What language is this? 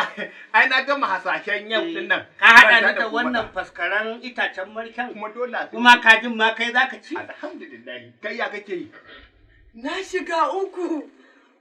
Hausa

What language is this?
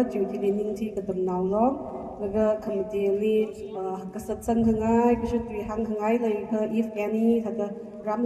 Tangkhul Naga (India)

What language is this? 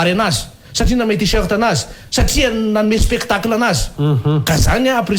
Malagasy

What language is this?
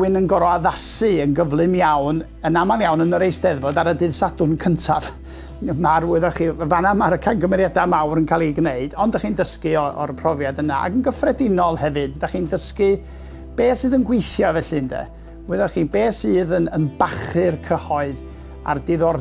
Welsh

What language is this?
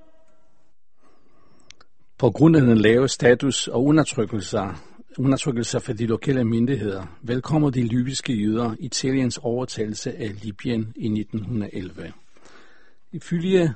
Danish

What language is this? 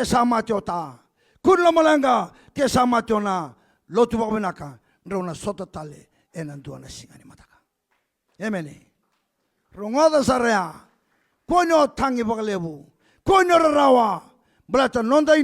Fijian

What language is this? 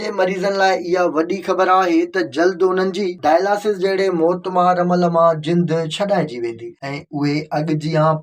Sindhi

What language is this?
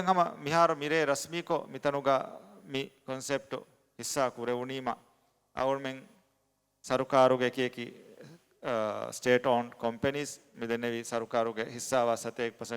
Divehi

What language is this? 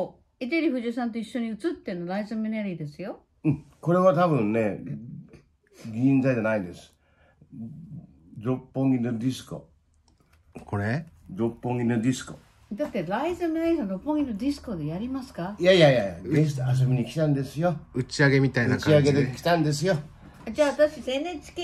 Japanese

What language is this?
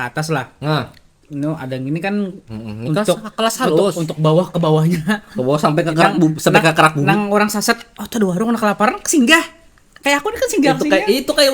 Banjar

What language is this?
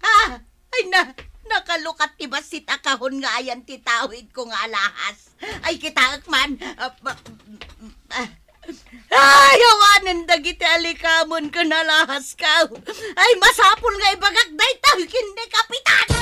Iloko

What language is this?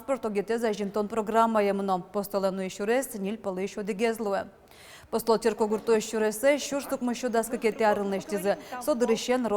Udmurt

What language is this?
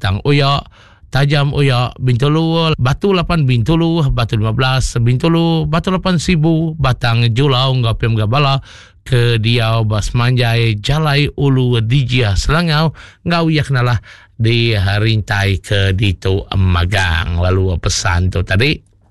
Iban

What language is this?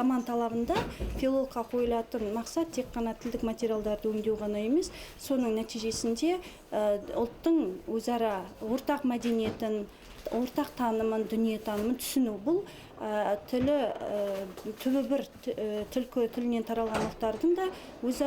Bashkir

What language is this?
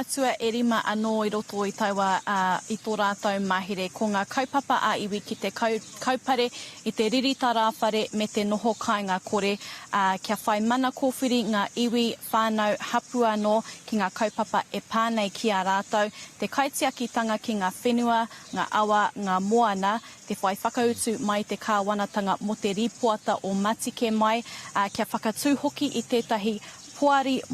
Māori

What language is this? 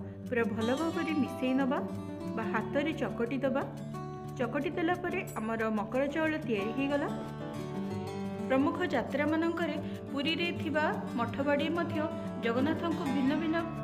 Odia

